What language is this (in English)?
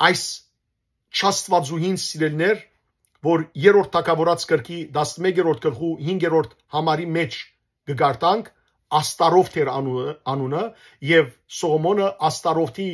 Western Armenian